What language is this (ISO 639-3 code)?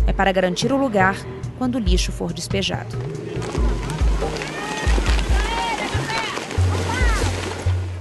por